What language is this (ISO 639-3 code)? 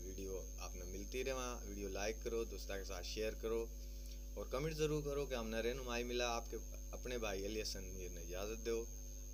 bgc